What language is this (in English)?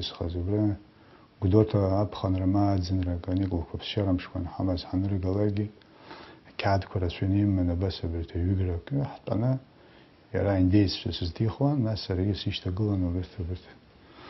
Abkhazian